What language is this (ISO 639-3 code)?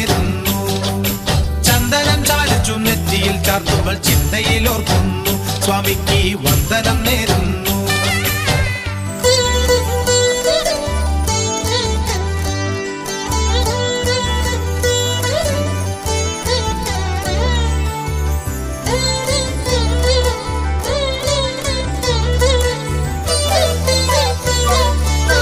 mal